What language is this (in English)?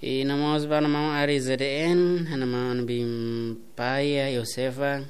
Tetum